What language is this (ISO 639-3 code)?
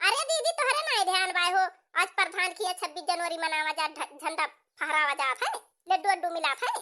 awa